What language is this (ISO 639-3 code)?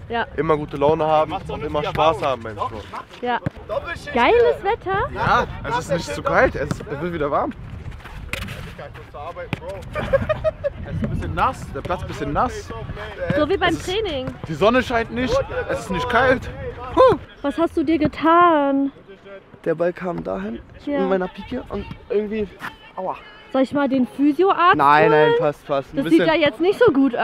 deu